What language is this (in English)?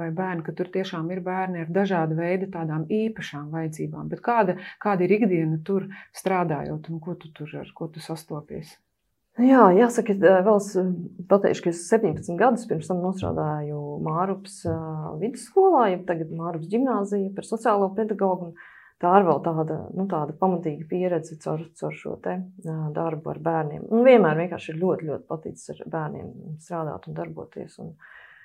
Latvian